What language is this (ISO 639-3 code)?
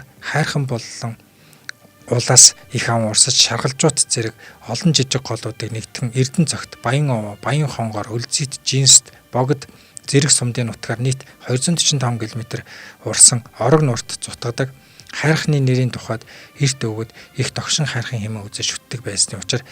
mon